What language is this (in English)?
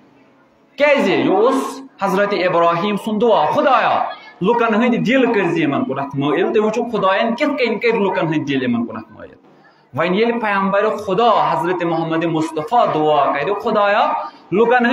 Kashmiri